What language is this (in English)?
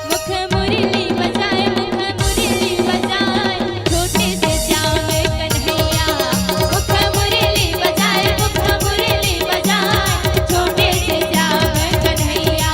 Chhattisgarhi